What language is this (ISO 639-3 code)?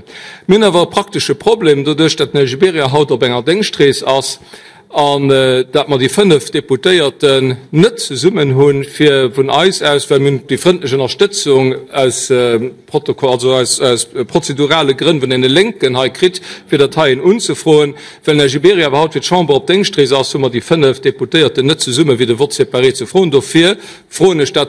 ltz